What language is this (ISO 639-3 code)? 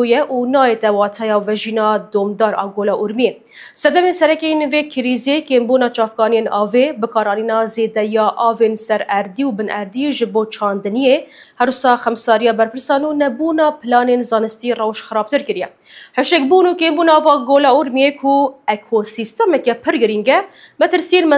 kur